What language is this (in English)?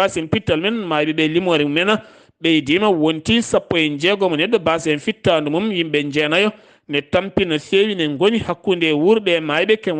Fula